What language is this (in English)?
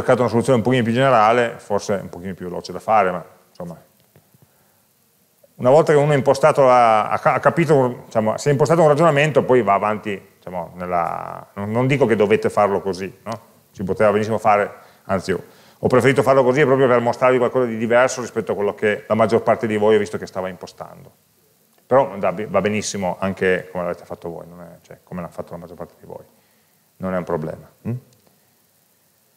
Italian